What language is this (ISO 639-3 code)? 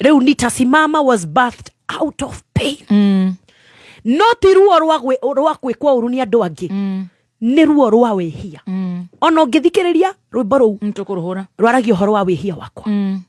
kik